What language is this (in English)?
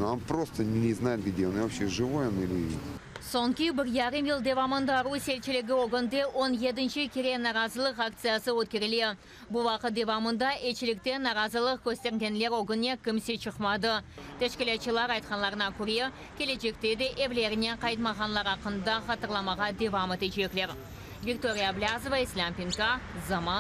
Crimean Tatar